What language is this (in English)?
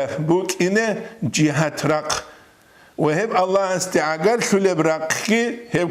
Avaric